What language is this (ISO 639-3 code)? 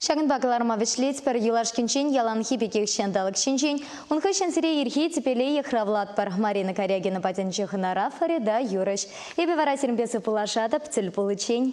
chv